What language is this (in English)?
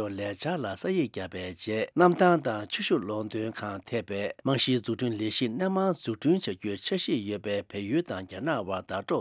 Tibetan